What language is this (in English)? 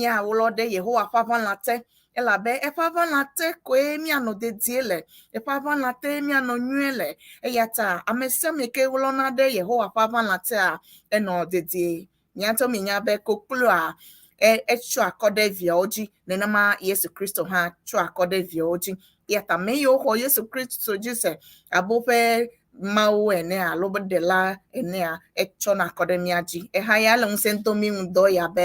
Ewe